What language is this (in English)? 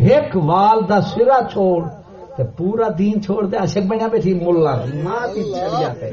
Saraiki